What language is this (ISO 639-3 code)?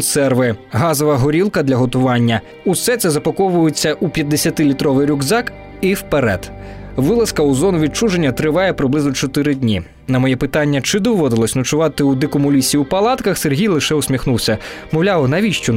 ukr